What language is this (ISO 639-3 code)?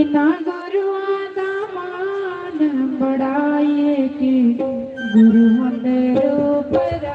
doi